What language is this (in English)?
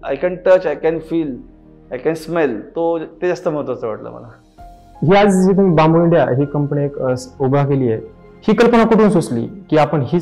Marathi